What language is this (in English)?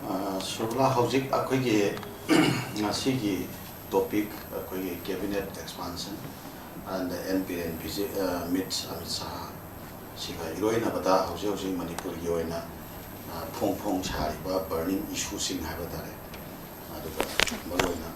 Manipuri